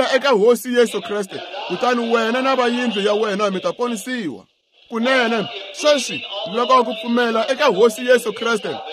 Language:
Tsonga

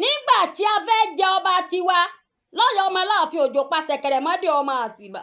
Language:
Yoruba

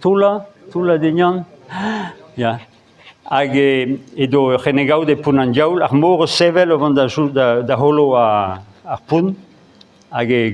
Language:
Breton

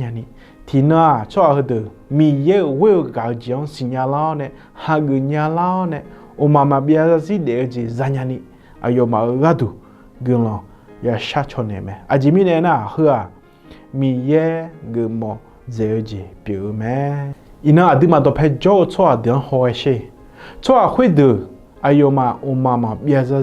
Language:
Akha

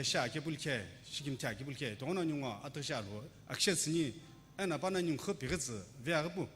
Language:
Sumi Naga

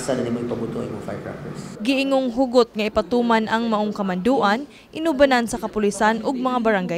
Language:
Cebuano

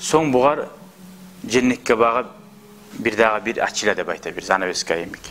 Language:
Kumyk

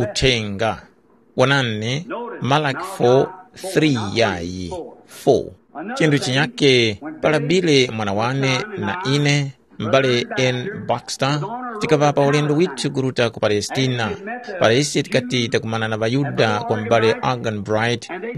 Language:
Tumbuka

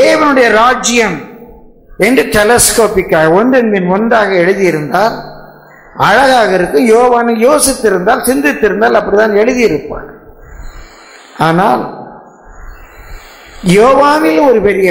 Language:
Tamil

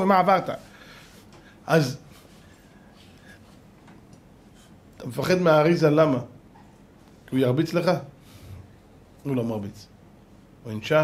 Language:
Hebrew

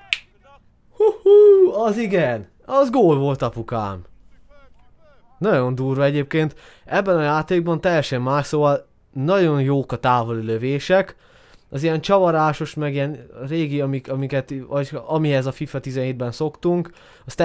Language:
Hungarian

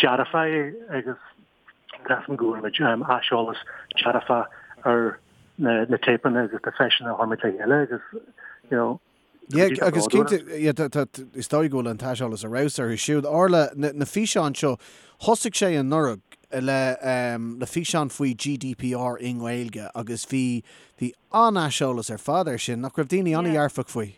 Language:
Irish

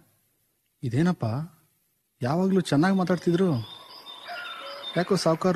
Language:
Kannada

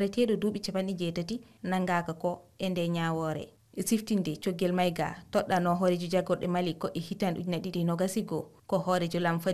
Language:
Fula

